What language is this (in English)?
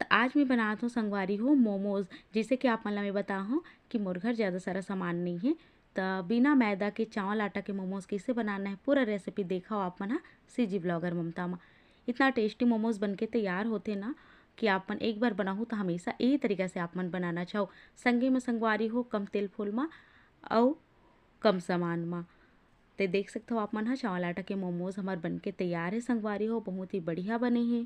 Chhattisgarhi